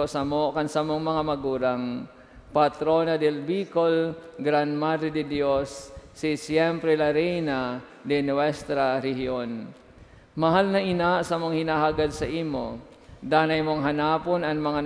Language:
Bikol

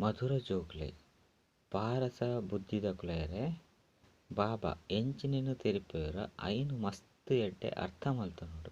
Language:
Tulu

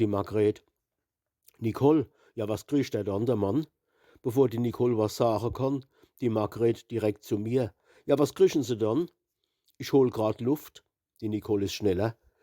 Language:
Palatine German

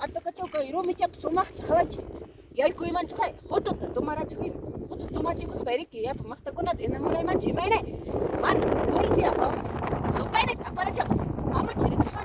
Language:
Ayacucho Quechua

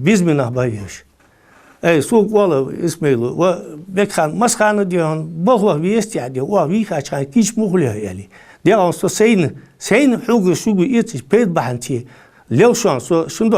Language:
Ingush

